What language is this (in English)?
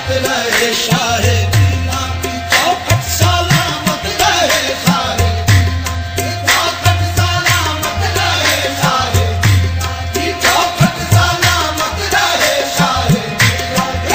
Urdu